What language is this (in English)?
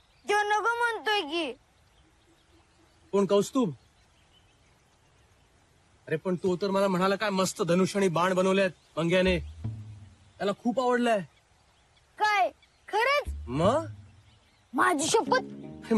Marathi